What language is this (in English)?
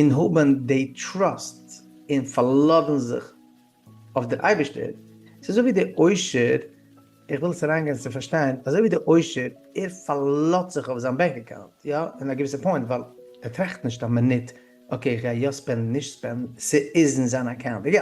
Yiddish